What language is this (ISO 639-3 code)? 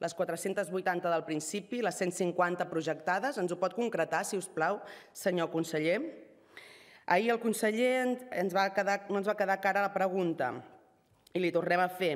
cat